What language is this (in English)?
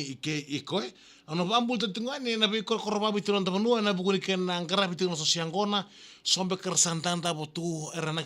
Fijian